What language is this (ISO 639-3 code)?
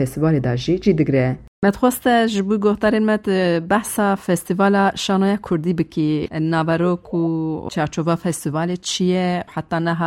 kur